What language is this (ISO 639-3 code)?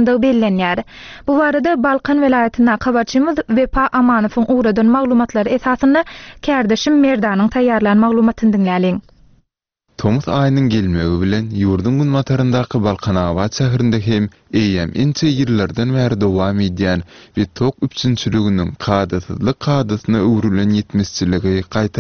tuk